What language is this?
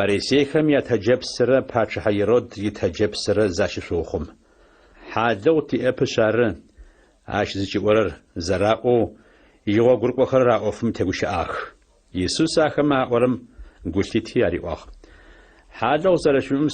Adyghe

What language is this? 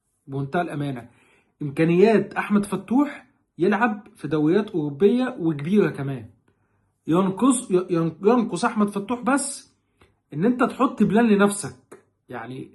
Egyptian Arabic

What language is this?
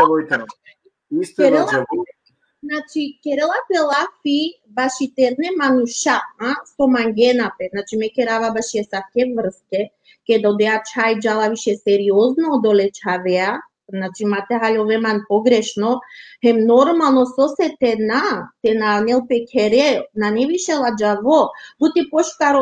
Balkan Romani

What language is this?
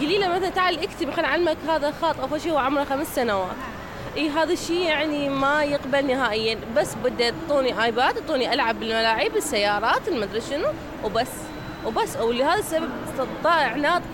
Mesopotamian Arabic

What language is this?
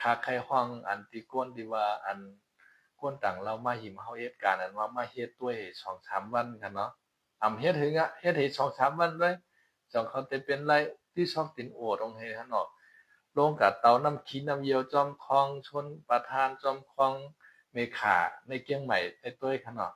Shan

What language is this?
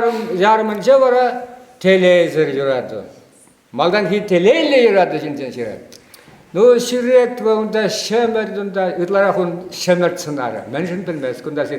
Chuvash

